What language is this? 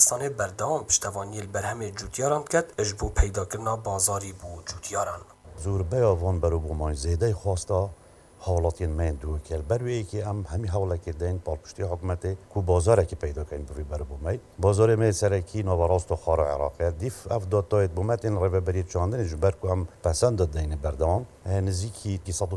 Kurdish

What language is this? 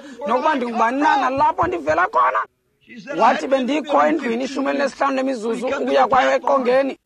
Xhosa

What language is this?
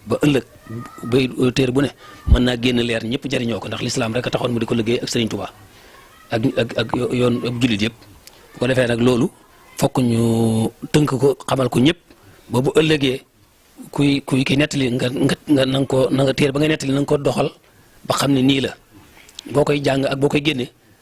Wolof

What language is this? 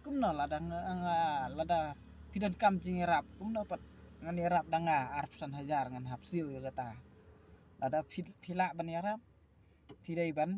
Khasi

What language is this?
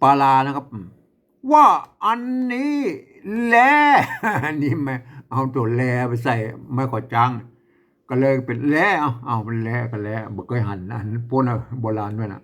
Northern Thai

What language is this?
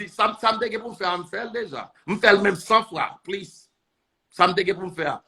Haitian Creole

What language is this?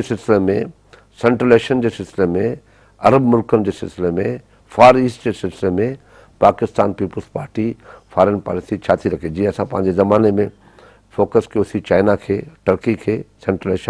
Sindhi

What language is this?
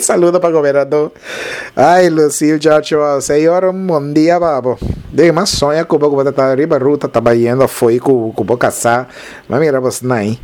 Papiamento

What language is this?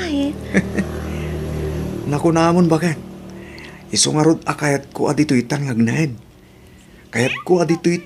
Iloko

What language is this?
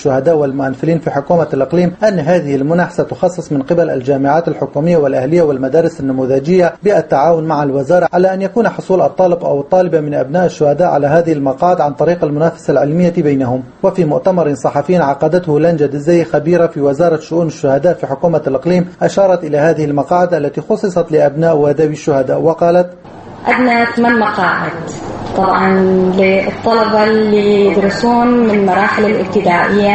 Arabic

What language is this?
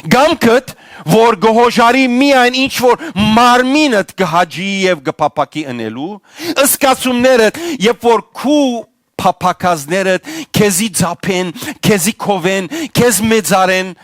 Western Armenian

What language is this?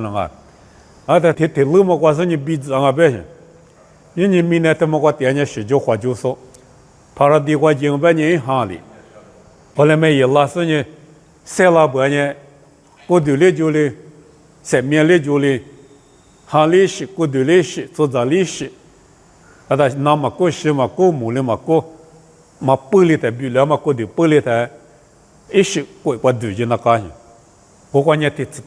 Lisu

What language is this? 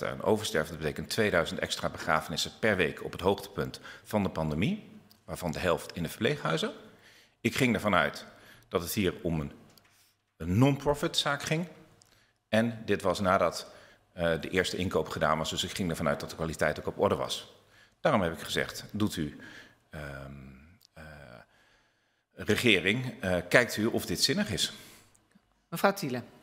Dutch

